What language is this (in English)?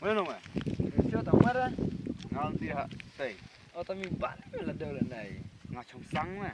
Khasi